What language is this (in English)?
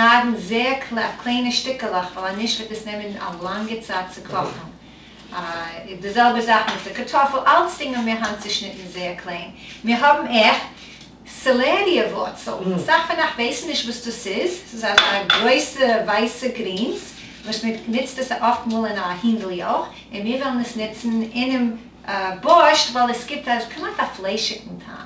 Yiddish